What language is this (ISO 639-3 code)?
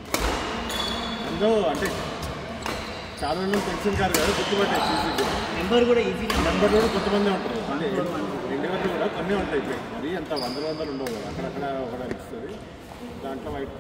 tel